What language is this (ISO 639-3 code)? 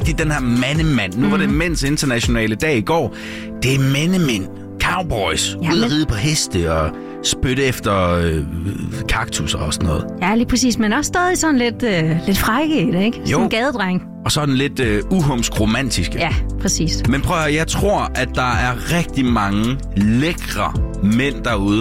dan